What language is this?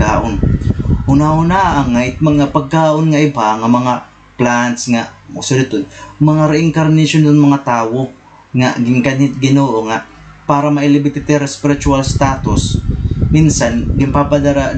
Waray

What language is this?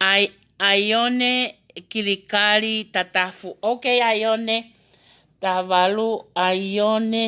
Tongan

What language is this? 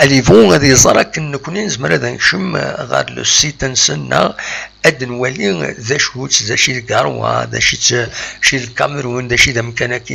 Kabyle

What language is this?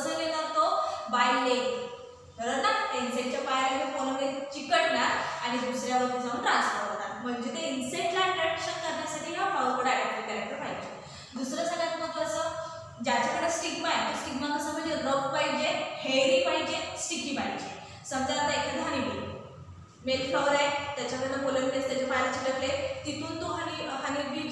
Marathi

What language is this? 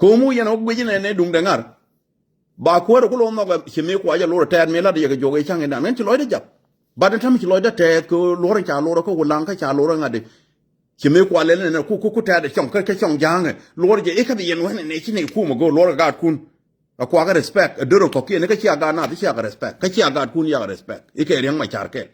Nuer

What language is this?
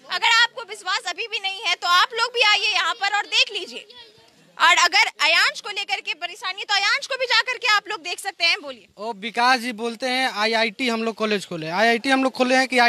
Hindi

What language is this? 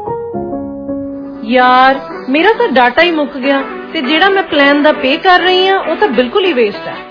Punjabi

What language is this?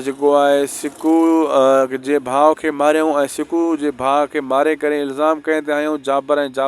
Sindhi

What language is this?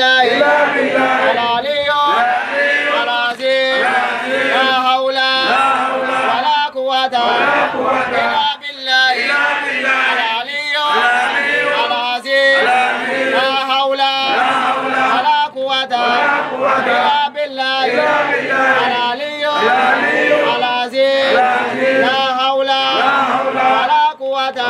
Arabic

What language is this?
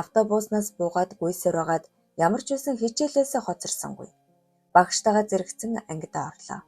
Mongolian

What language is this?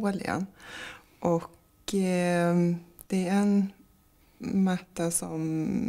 Swedish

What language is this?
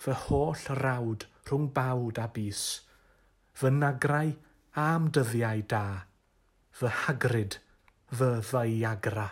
Welsh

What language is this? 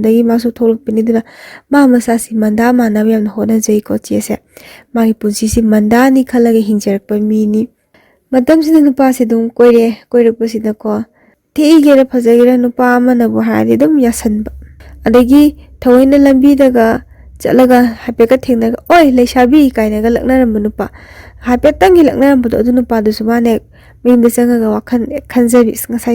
Manipuri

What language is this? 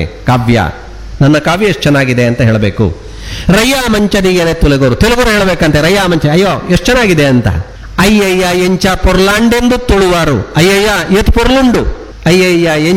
Tulu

